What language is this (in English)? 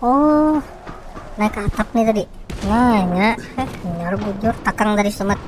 Banjar